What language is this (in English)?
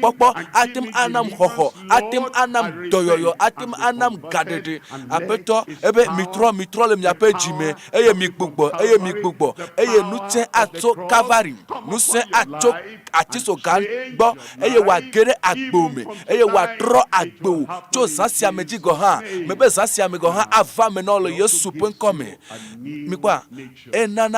Ewe